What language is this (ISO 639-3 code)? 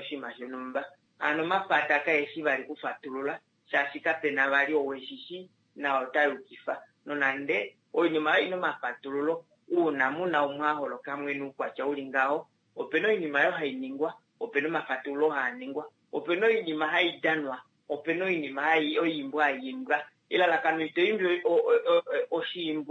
kua